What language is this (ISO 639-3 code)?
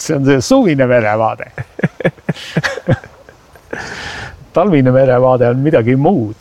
est